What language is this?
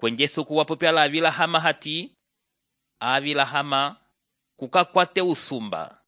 Umbundu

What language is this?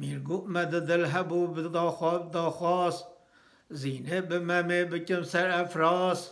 Kurdish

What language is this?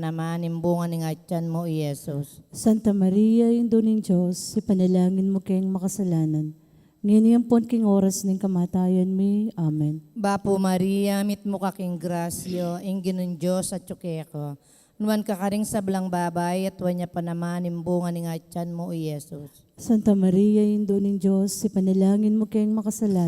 Pampanga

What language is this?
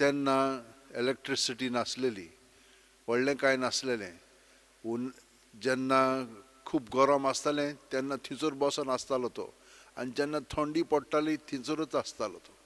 Konkani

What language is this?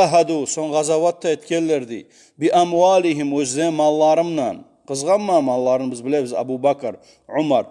Kumyk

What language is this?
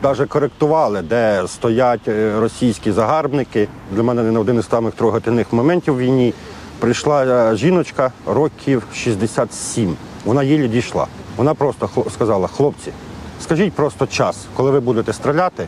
Ukrainian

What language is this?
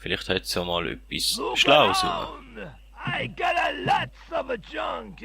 Swiss German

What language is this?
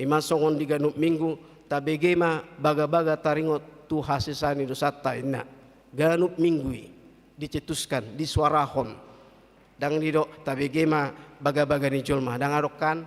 Batak Toba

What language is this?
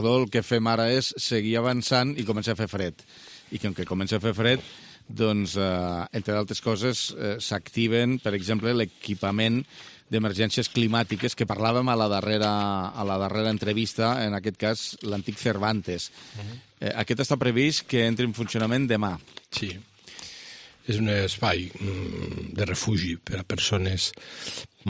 Catalan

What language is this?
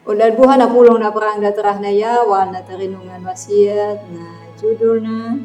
Anakalangu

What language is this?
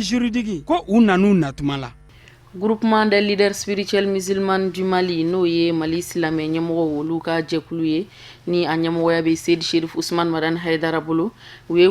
Bambara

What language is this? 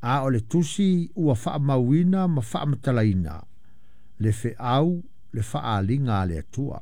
Samoan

